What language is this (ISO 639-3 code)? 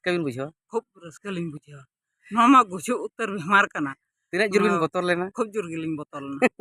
sat